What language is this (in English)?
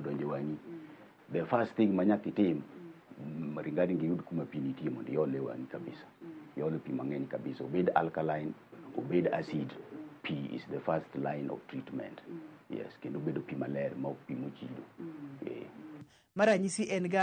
Luo (Kenya and Tanzania)